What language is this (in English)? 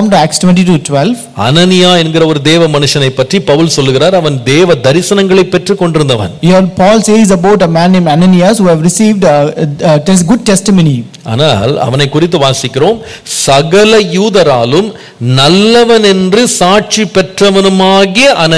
Tamil